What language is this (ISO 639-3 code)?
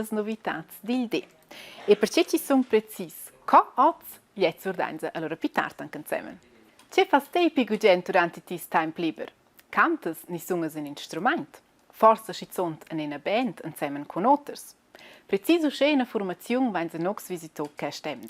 roh